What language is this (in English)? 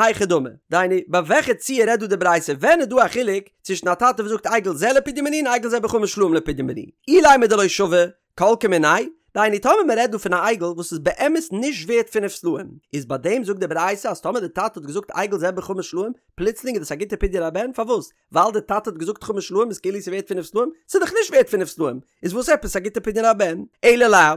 Yiddish